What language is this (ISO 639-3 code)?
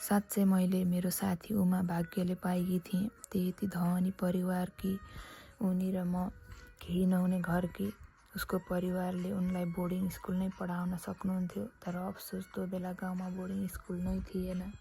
nep